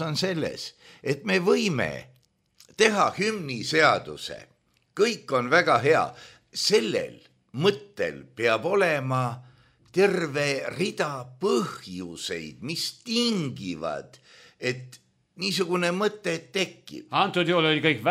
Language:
Estonian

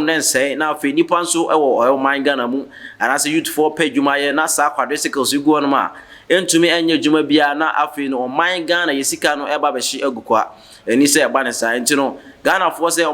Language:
Akan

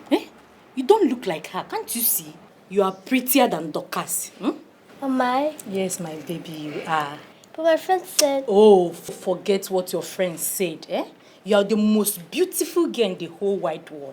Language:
Nigerian Pidgin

